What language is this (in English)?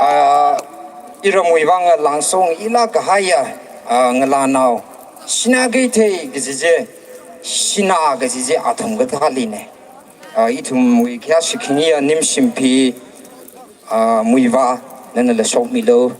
Tangkhul Naga (India)